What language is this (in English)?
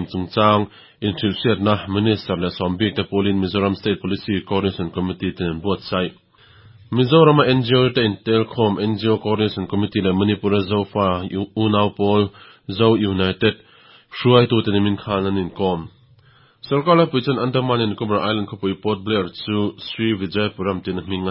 Mizo